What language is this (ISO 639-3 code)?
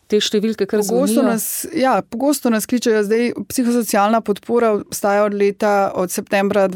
slv